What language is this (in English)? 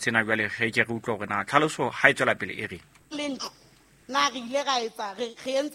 Southern Sotho